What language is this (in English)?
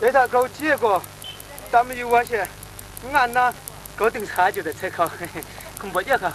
Kachin